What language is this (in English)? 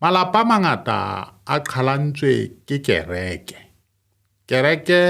Southern Sotho